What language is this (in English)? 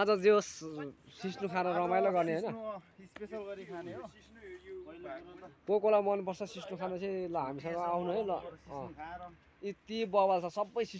Nepali